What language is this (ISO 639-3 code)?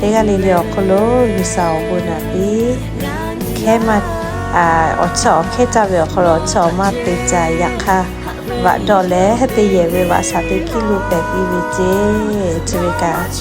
lhu